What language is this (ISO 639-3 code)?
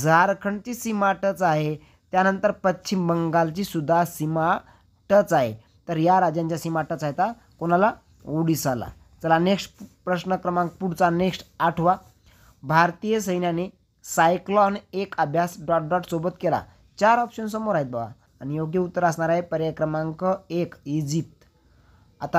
mar